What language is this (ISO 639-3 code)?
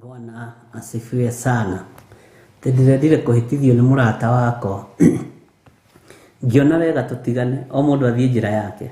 kik